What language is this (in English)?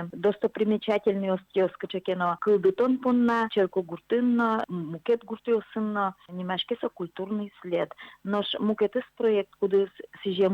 Udmurt